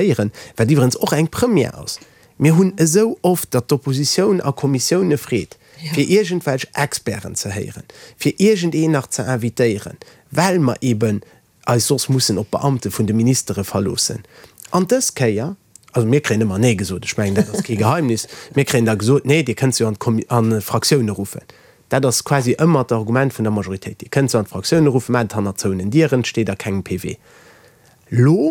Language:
Luxembourgish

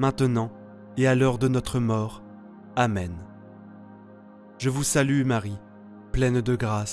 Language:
French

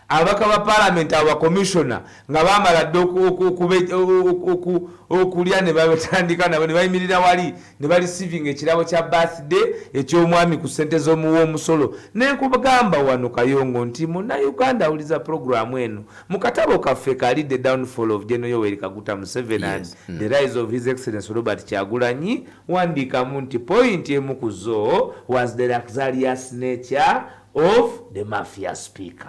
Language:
Ganda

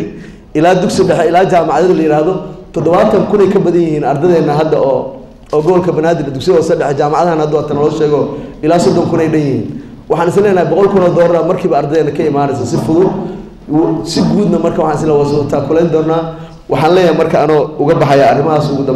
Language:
Somali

